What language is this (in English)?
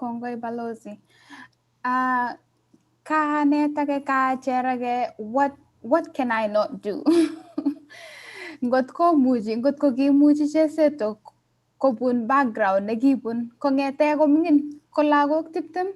Kalenjin